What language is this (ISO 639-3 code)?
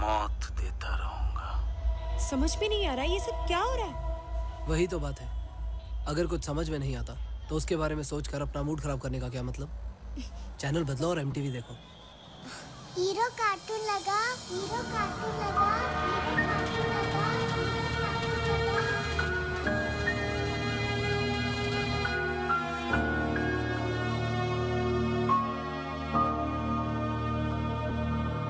hin